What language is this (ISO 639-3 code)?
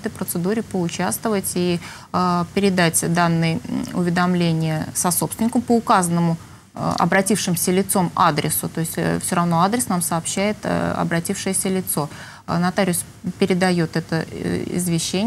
rus